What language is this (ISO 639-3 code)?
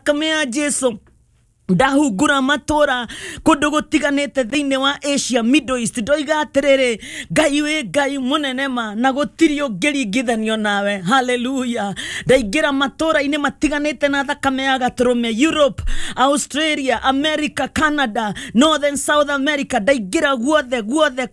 kik